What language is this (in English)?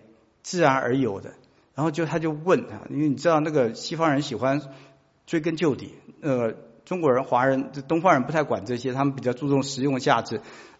Chinese